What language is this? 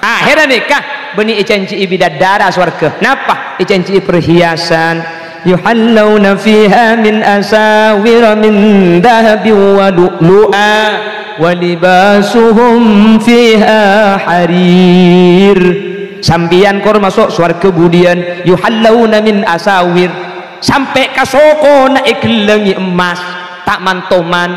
Madurese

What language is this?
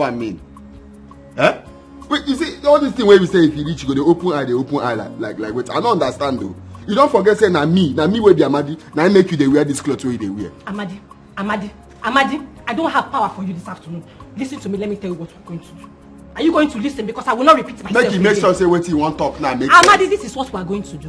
Nigerian Pidgin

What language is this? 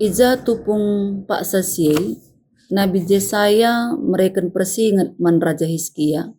Batak Karo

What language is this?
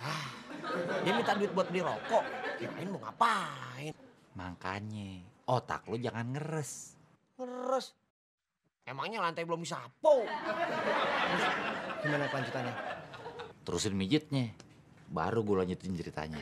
Betawi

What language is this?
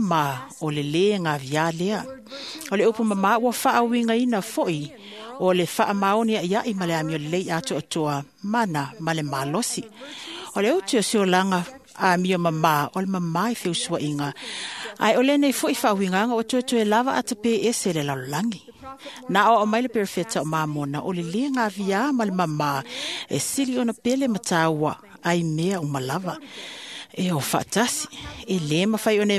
Samoan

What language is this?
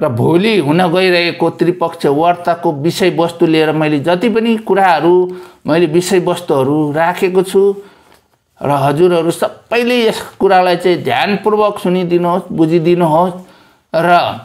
Nepali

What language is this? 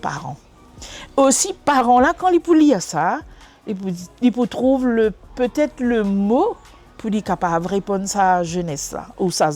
Morisyen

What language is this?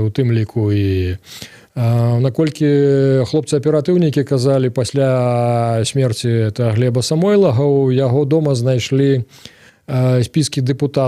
Belarusian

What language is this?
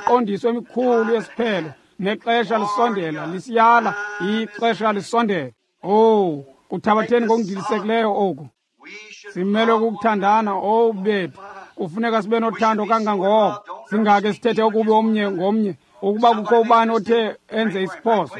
Xhosa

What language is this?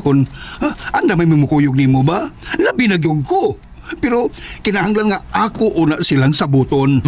Cebuano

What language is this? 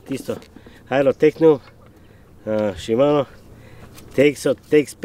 Macedonian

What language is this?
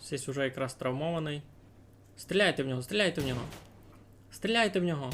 Rusyn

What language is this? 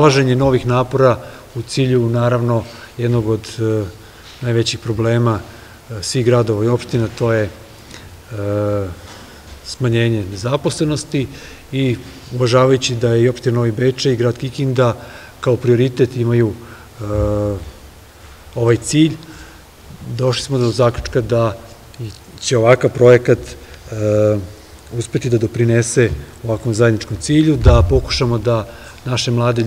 Serbian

